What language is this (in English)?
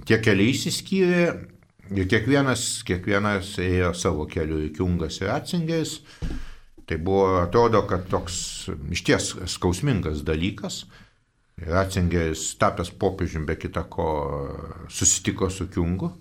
Lithuanian